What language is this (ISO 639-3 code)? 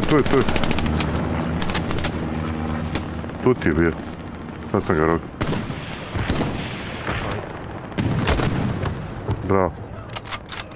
hrv